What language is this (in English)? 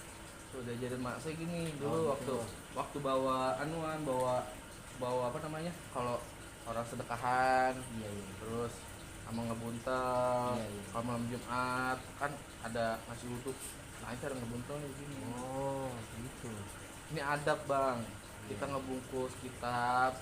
Betawi